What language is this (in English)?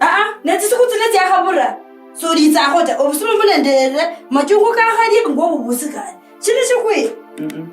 Kabras